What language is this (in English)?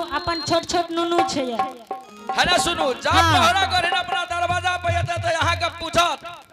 Angika